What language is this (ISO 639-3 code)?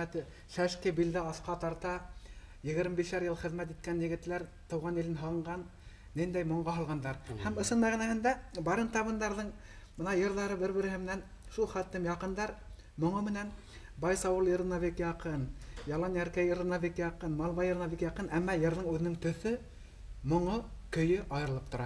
bak